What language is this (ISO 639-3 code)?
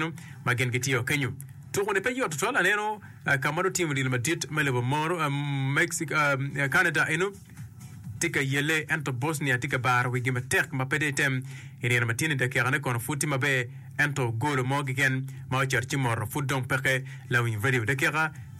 ach